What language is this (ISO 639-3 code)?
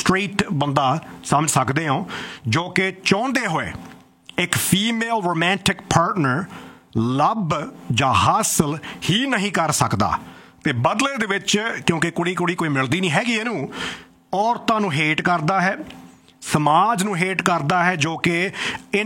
pan